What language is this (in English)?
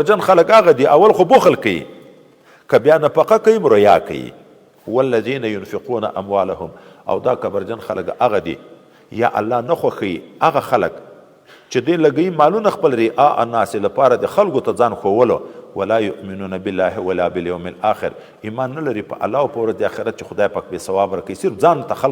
Pashto